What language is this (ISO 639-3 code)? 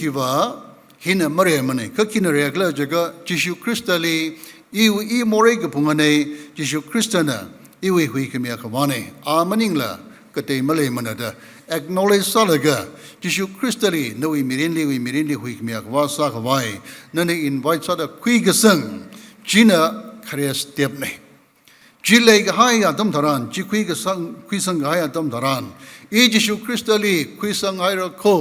nmf